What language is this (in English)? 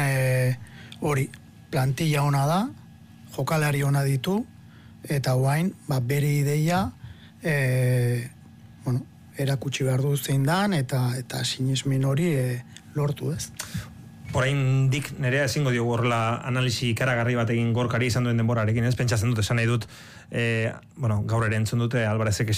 Basque